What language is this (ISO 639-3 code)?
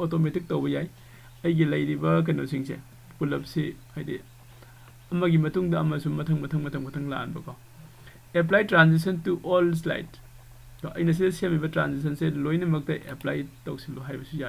mni